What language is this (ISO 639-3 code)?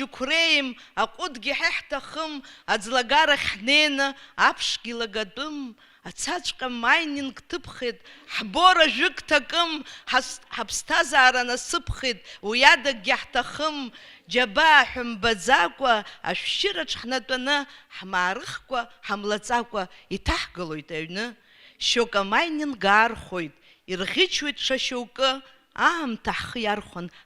abk